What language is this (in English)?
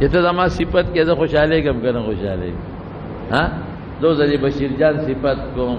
Pashto